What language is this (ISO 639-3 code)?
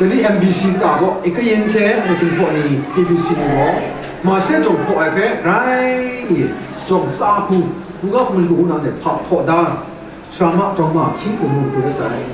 kac